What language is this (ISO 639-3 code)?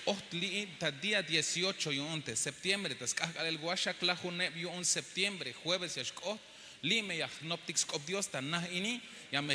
tzh